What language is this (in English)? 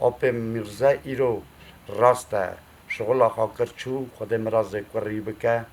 Kurdish